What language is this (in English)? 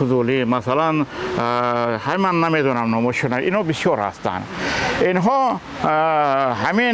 Tajik